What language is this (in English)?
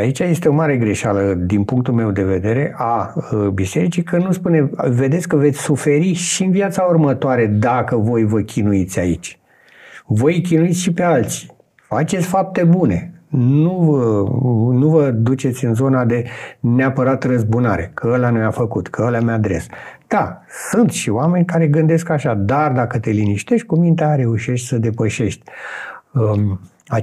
Romanian